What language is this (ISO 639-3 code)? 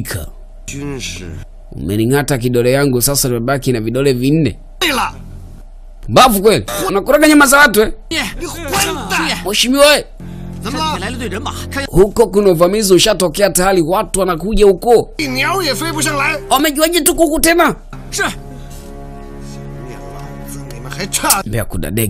swa